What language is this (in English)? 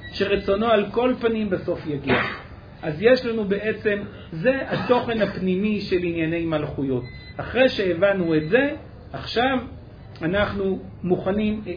Hebrew